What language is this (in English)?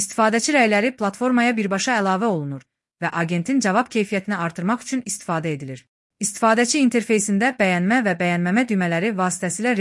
Azerbaijani